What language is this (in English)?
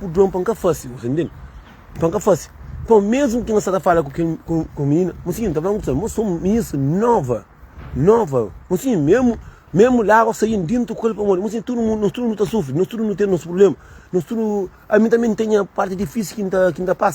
Kabuverdianu